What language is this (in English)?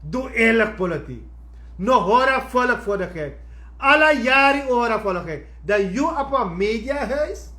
Sranan Tongo